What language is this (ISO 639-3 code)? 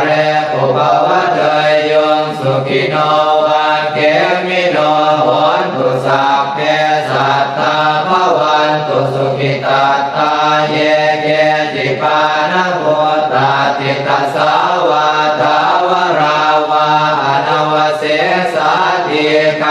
pli